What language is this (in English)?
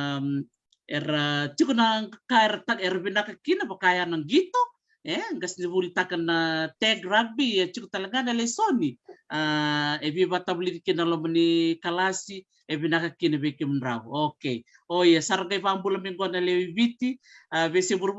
Fijian